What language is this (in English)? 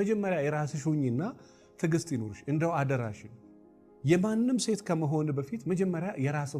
Amharic